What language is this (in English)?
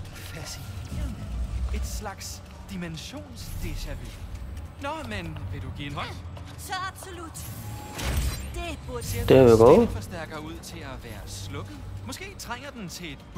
Danish